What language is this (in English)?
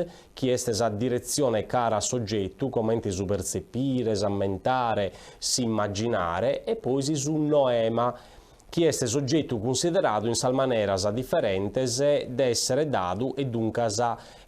Sardinian